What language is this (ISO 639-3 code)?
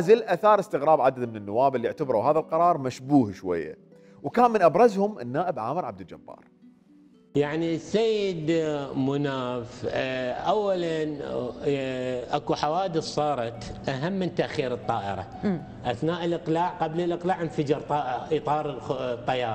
acm